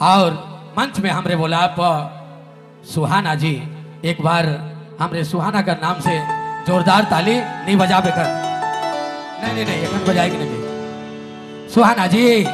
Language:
Sadri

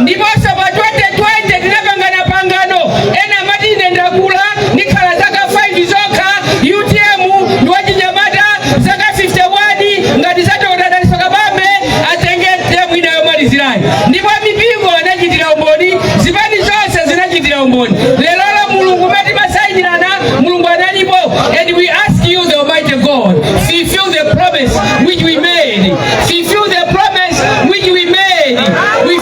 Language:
Nyanja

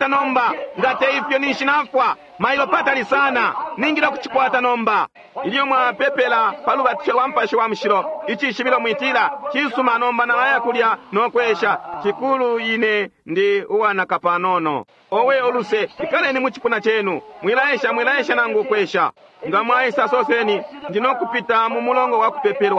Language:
Bemba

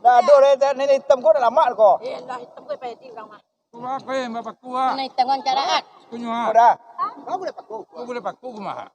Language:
Minangkabau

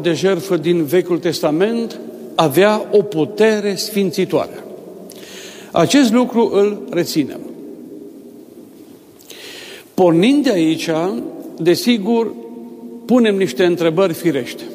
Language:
Romanian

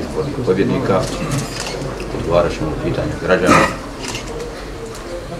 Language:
Bosnian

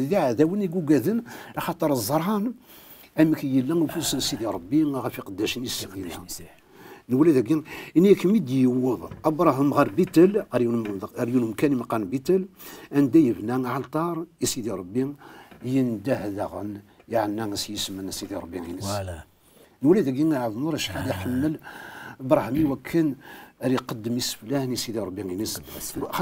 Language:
Kabyle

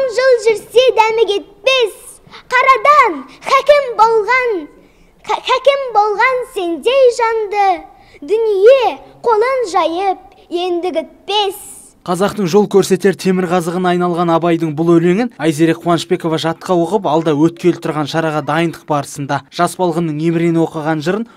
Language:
Kazakh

